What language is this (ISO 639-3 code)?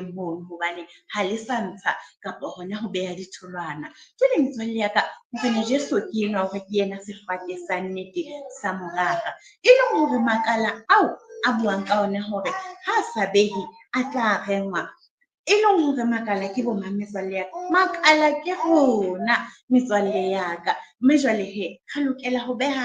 sot